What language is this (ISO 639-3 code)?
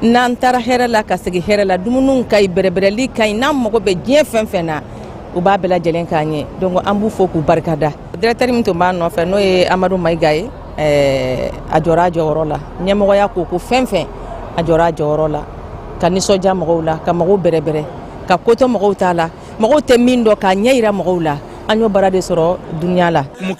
bam